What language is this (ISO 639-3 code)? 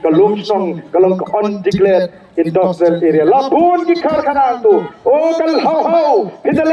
kha